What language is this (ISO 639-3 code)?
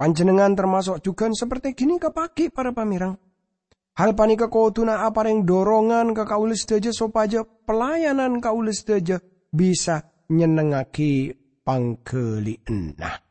mad